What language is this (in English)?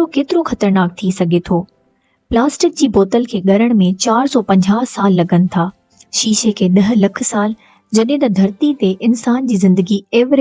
Sindhi